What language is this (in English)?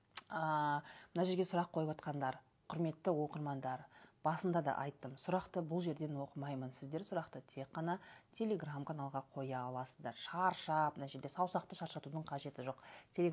Kazakh